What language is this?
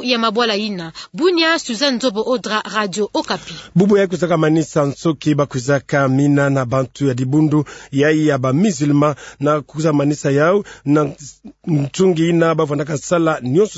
Kituba (Democratic Republic of Congo)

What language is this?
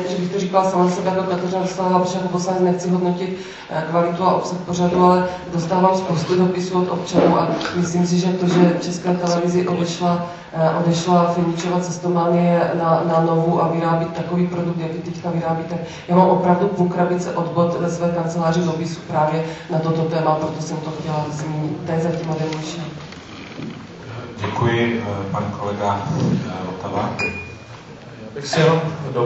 Czech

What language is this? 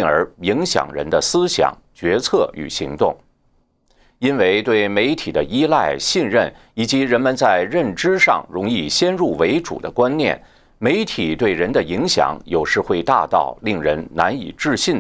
Chinese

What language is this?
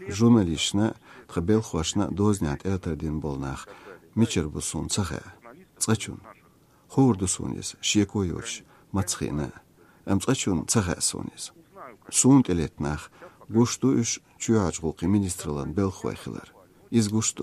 Chechen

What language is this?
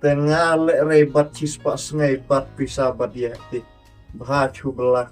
Khasi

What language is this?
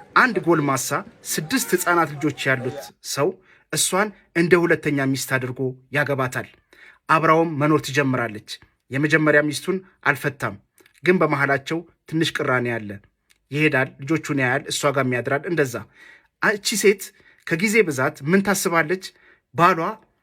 Amharic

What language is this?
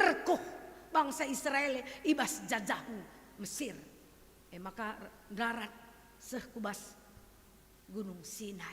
Batak Karo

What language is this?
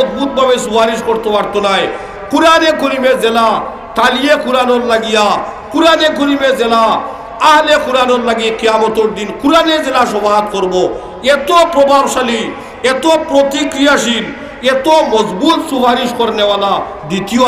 Sylheti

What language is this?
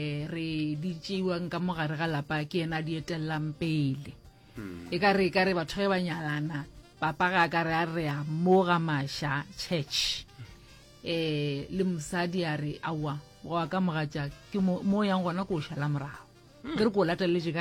Northern Sotho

